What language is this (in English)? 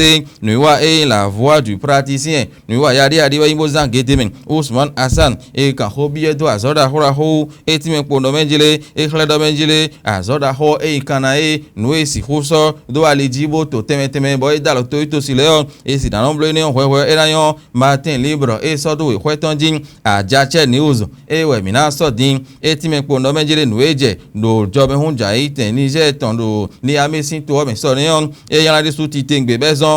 Fon